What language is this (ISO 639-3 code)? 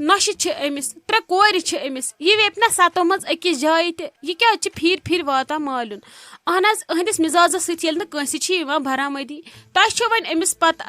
kas